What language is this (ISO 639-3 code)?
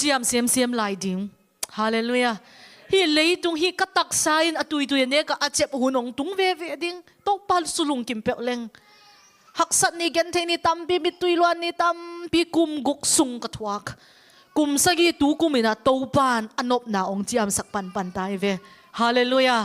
ctd